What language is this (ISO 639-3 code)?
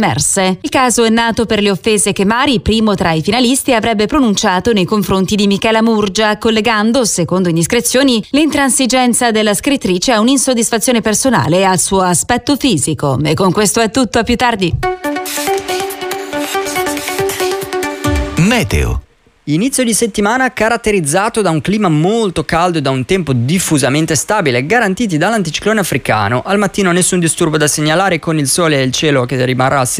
ita